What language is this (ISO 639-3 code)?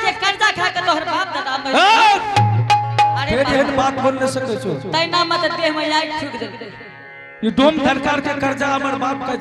anp